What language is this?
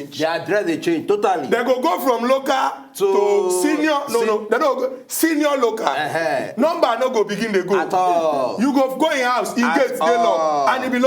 Nigerian Pidgin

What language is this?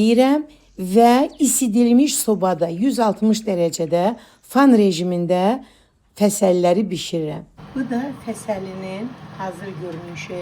Azerbaijani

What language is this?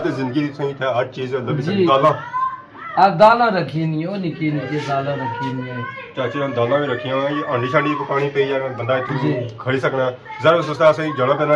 Pahari-Potwari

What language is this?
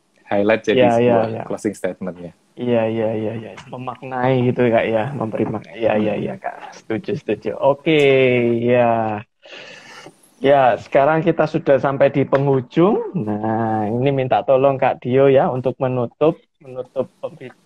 Indonesian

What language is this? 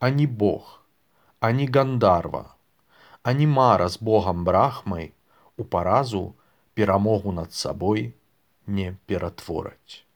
Belarusian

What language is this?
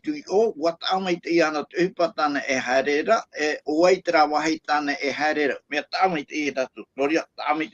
Tahitian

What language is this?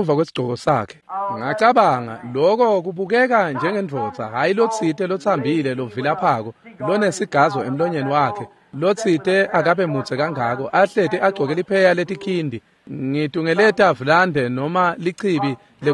Swati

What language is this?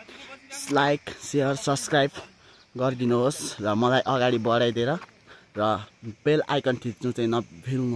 Nepali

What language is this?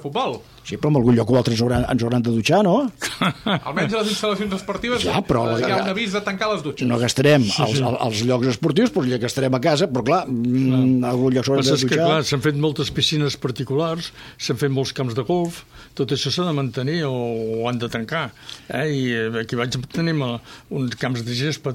Catalan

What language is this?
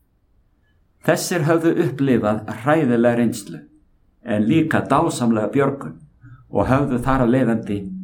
Icelandic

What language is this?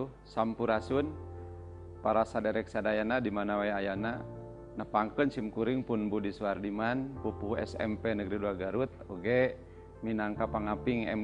Sundanese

